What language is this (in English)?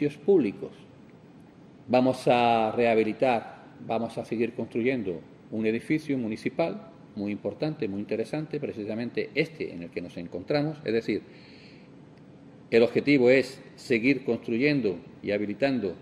Spanish